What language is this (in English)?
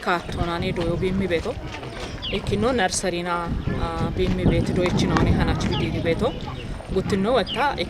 Kafa